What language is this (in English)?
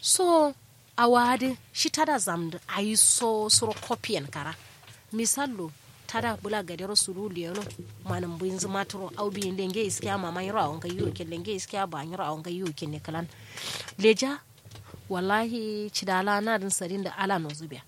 Kanuri